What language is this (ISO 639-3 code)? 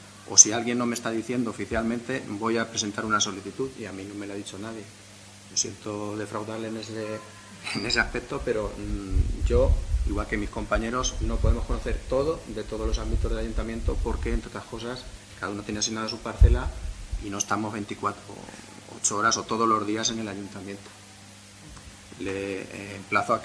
spa